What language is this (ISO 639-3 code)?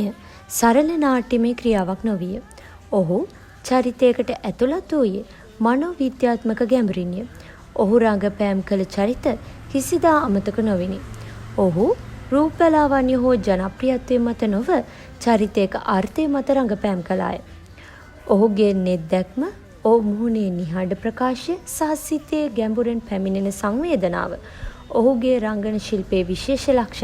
sin